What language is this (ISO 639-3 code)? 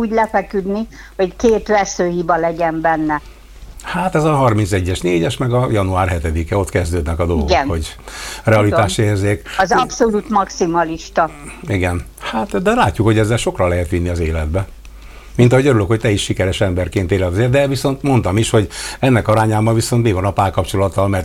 hun